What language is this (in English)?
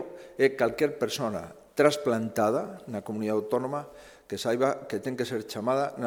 Galician